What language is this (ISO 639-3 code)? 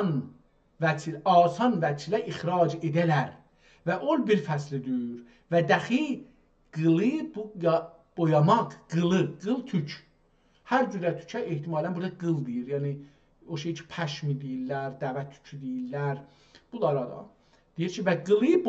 azb